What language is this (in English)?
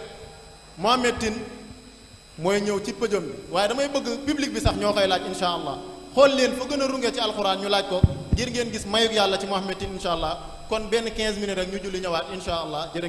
Wolof